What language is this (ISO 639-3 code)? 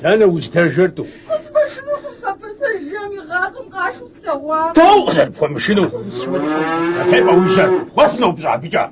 kbd